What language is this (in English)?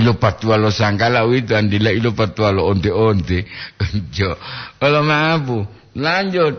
Gorontalo